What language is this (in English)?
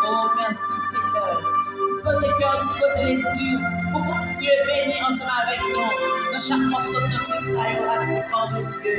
Haitian Creole